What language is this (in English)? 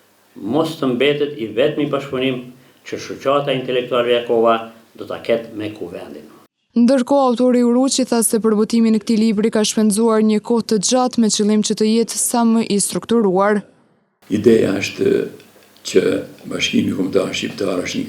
Albanian